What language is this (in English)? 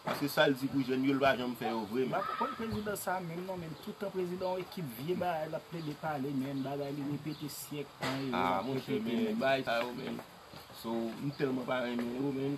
Haitian Creole